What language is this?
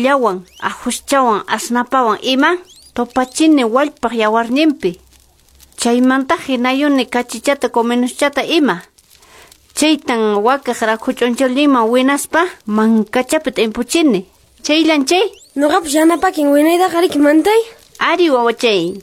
Quechua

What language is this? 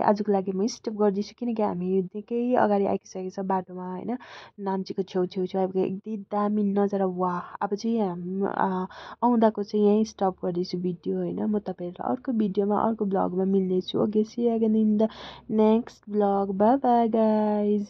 Nepali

